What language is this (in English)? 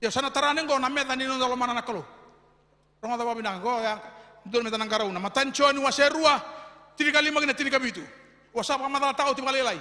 Fijian